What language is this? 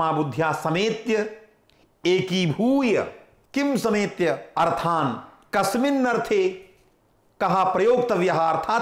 Sanskrit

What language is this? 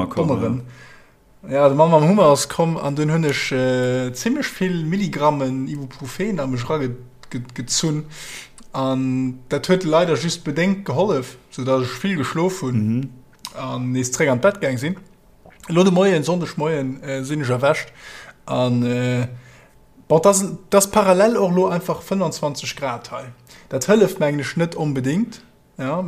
Luxembourgish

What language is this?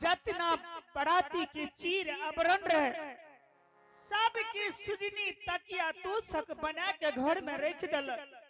Angika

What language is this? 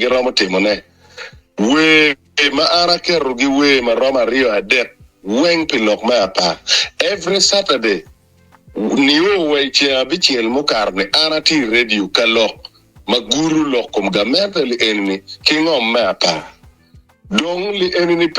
Acoli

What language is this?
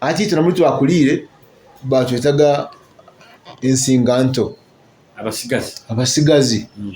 Nyoro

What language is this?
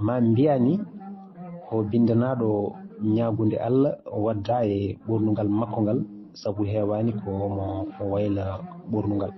Fula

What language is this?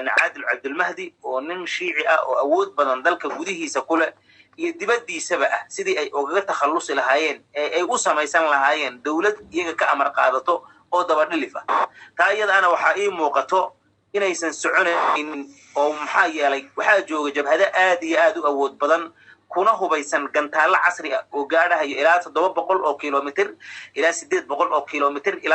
Somali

